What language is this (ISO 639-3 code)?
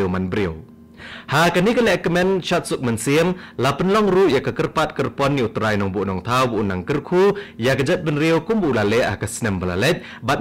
kha